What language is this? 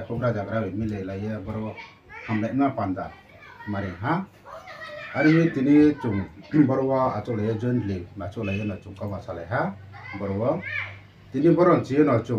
Riang (India)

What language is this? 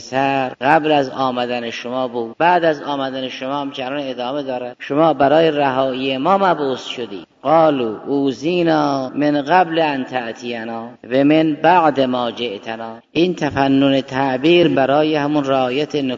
Persian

